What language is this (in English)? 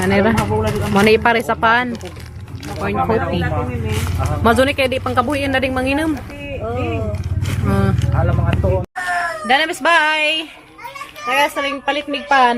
Cebuano